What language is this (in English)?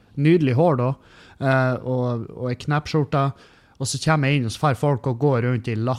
Norwegian